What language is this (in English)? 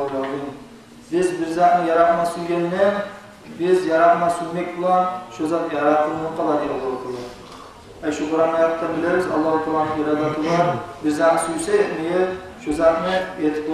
Kumyk